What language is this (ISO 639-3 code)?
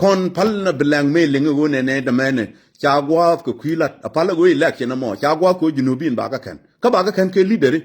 nus